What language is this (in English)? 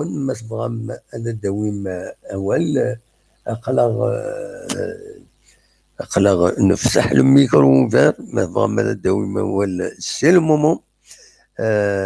Kabyle